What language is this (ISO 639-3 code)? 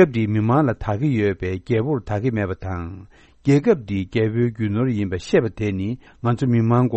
bod